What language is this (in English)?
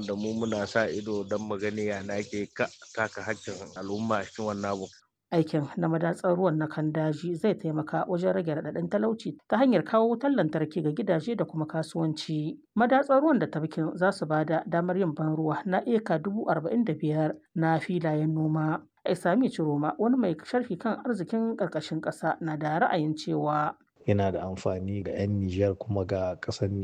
Hausa